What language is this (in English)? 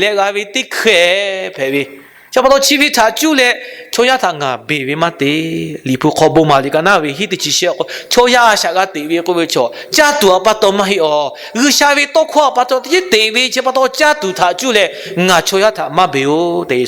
Lahu